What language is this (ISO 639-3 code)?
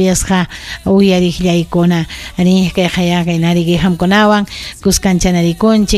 quy